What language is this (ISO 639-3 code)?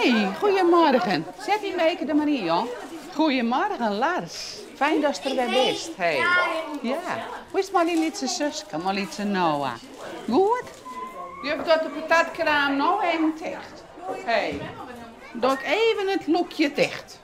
fry